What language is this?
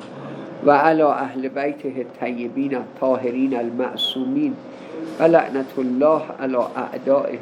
Persian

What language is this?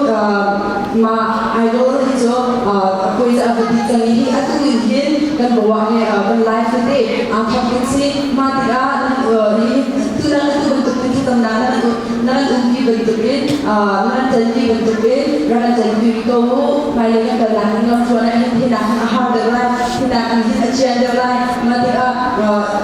Hakha Chin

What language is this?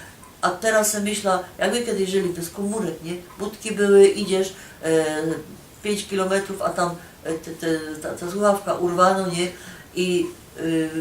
Silesian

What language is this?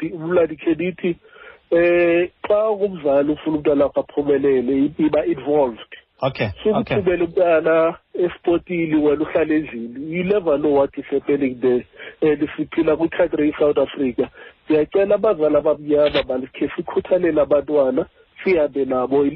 Xhosa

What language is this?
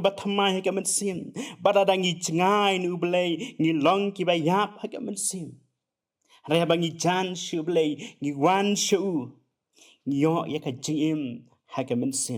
Khasi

